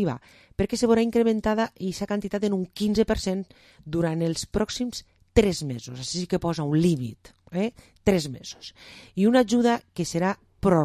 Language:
Catalan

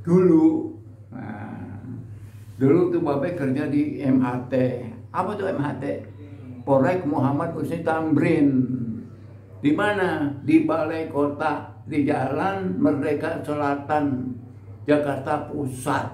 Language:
Betawi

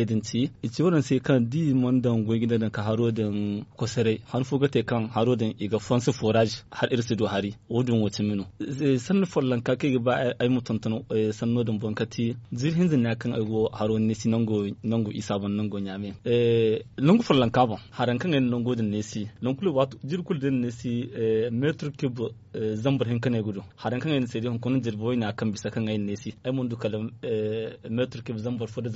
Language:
Zarma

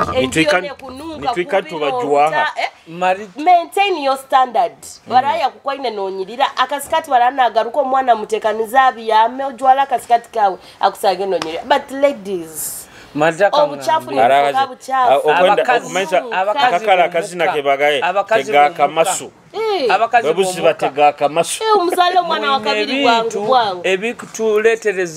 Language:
Nyoro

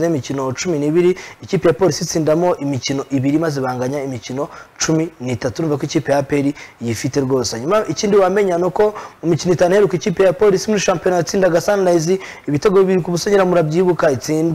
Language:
Kinyarwanda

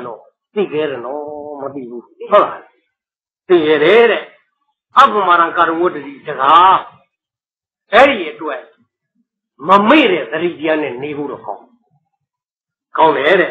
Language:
Burmese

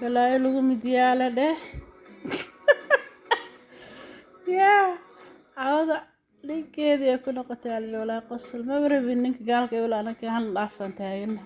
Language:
Somali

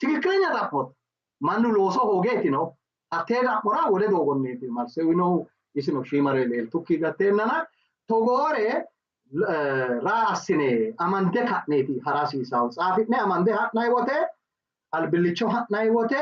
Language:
Sidamo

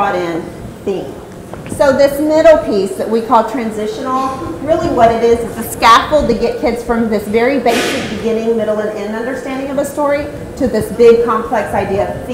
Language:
English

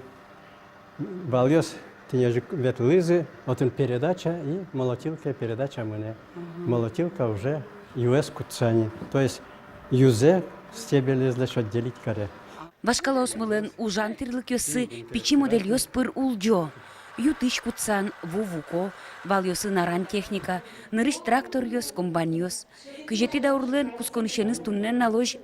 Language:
Udmurt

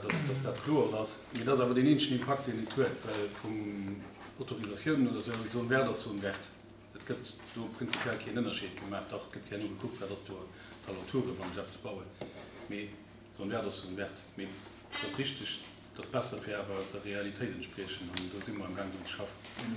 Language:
Luxembourgish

